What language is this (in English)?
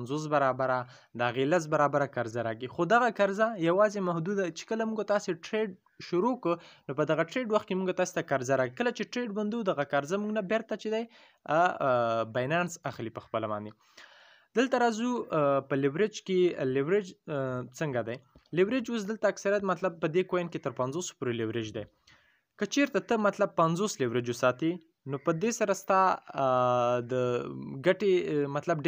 Pashto